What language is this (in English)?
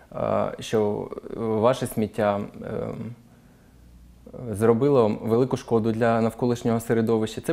Ukrainian